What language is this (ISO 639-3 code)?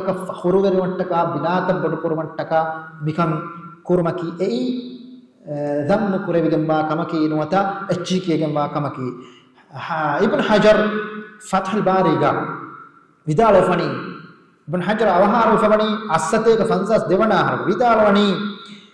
div